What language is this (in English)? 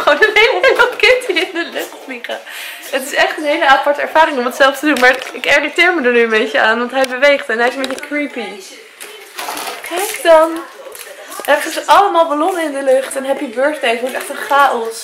Dutch